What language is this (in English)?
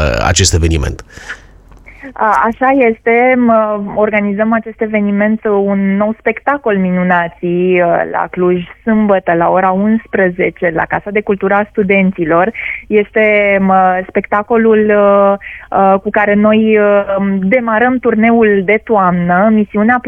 Romanian